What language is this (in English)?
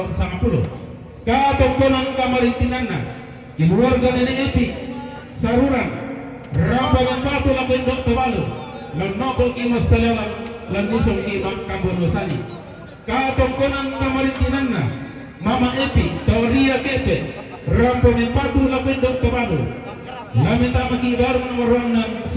Toraja-Sa'dan